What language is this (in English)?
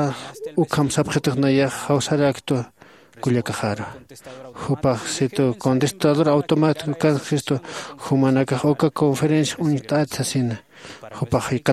Aymara